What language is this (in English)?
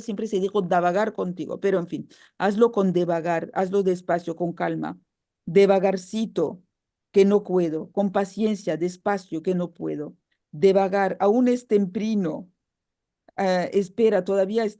Ladino